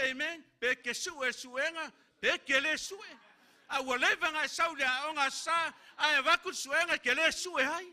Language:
Samoan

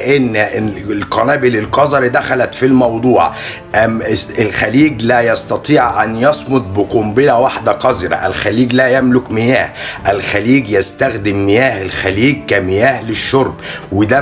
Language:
Egyptian Arabic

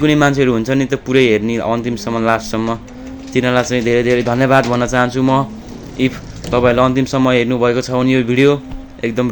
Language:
Nepali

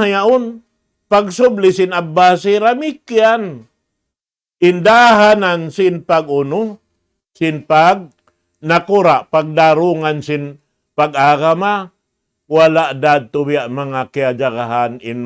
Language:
Tausug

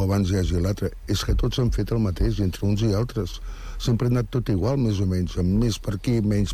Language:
Catalan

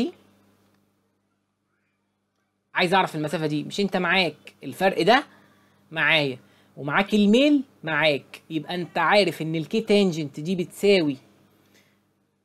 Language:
Egyptian Arabic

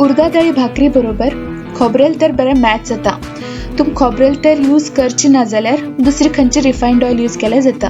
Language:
Konkani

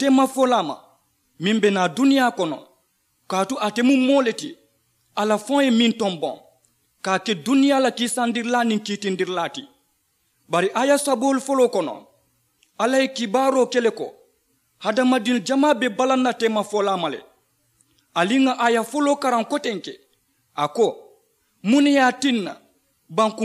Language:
Mandingo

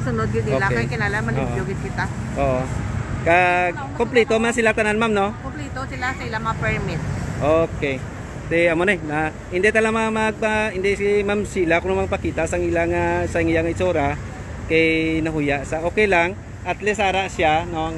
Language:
Hiligaynon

